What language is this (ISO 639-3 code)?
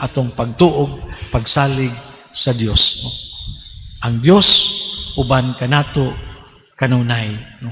ceb